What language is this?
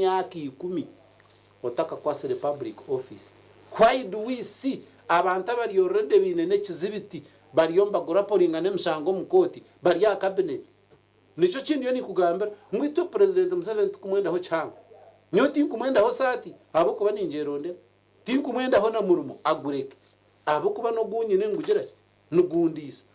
Nyankole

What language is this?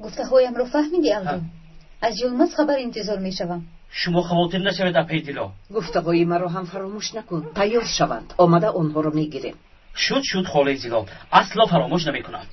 Tajik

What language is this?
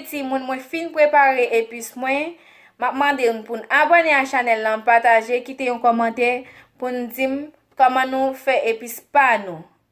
Haitian Creole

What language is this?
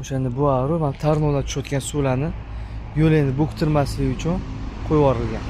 Uzbek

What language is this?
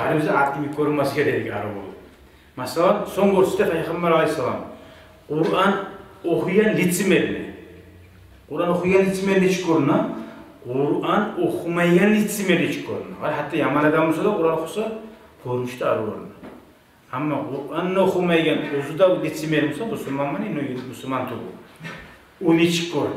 Kumyk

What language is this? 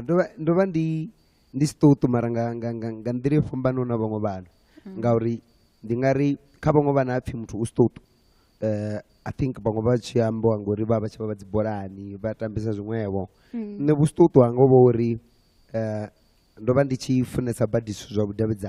Venda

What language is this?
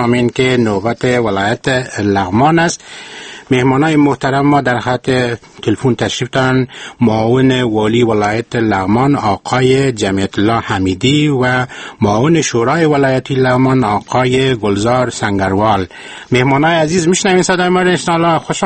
Persian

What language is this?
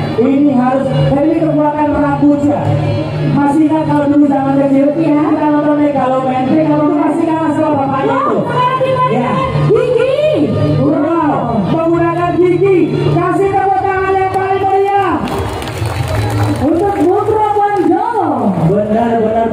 Indonesian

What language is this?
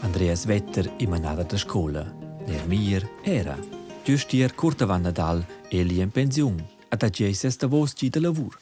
Romansh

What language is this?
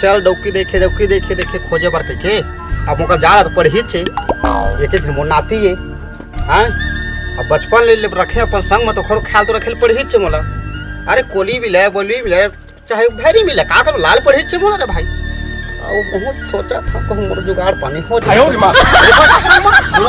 Chhattisgarhi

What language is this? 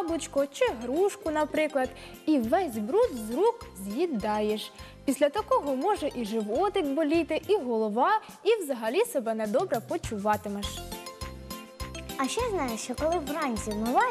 Ukrainian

